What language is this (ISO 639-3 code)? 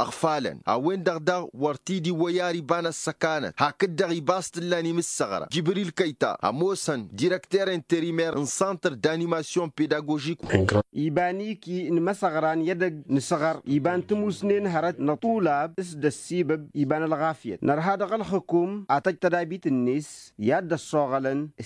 taq